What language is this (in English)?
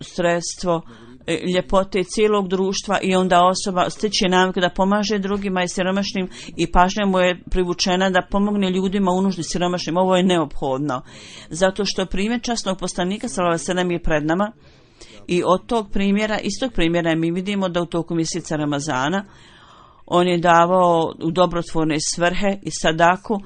Bosnian